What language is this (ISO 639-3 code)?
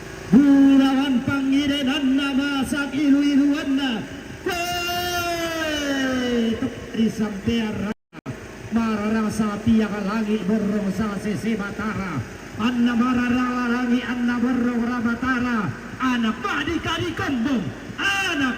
sda